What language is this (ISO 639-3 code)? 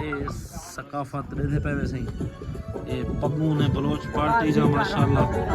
skr